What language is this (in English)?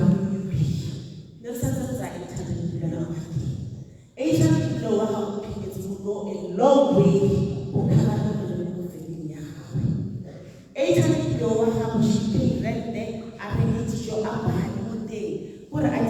Tswana